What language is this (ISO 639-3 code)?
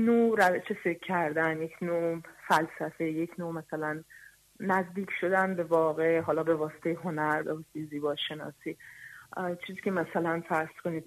fas